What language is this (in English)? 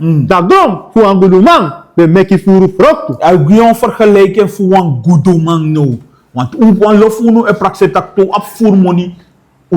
Sranan Tongo